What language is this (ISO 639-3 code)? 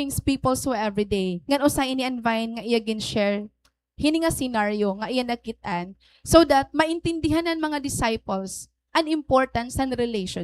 war